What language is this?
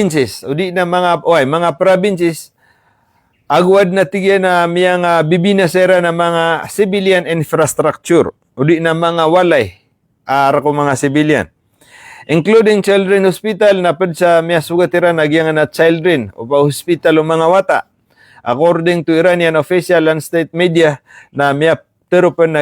Maranao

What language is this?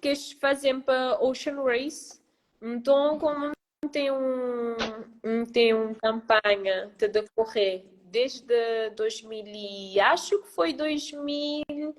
Kabuverdianu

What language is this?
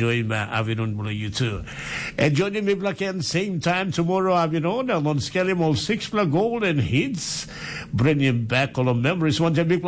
Tok Pisin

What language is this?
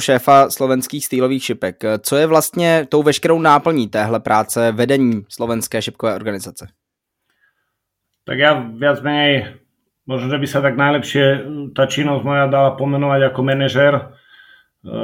Slovak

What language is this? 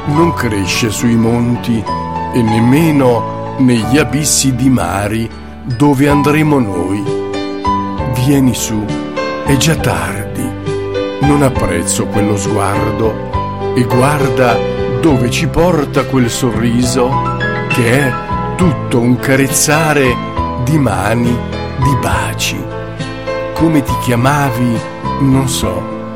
Italian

